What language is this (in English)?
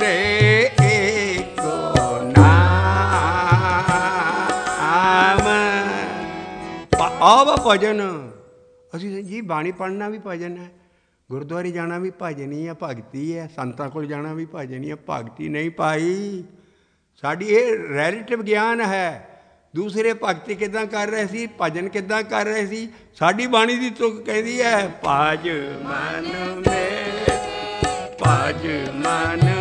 Punjabi